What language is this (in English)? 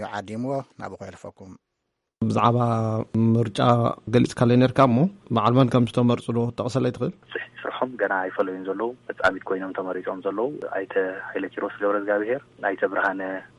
Tigrinya